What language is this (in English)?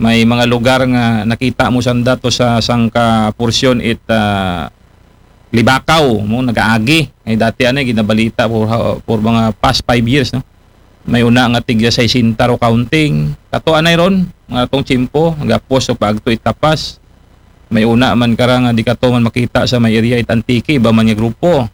Aklanon